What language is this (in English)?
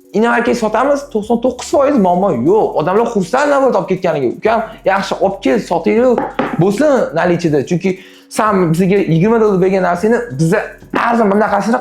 Uzbek